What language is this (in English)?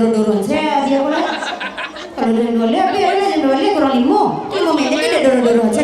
Minangkabau